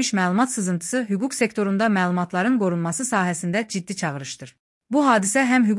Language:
Azerbaijani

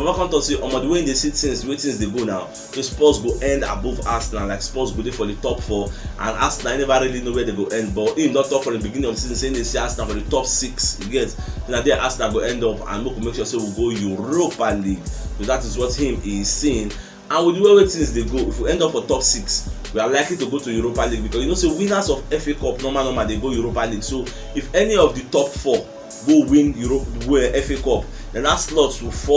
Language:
Nigerian Pidgin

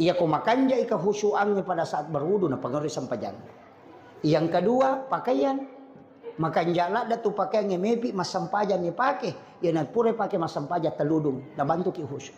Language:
Buginese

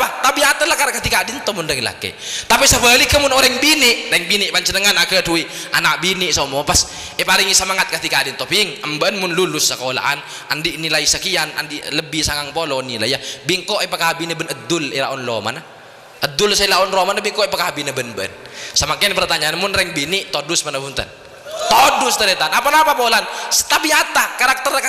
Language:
Madurese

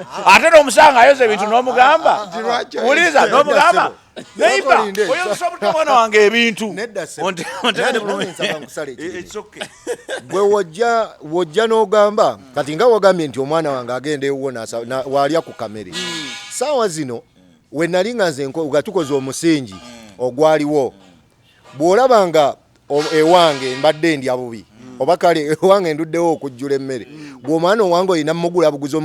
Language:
Ganda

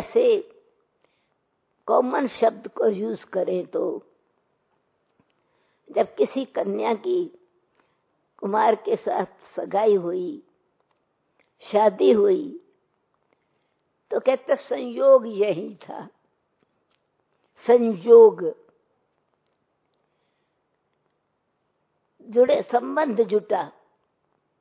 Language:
Hindi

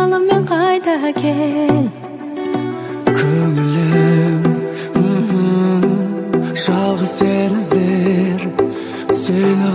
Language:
Kazakh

